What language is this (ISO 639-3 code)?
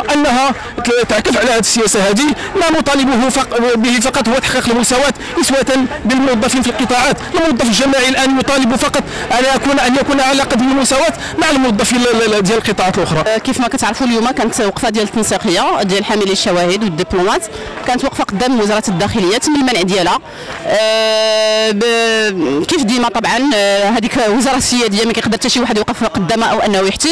ary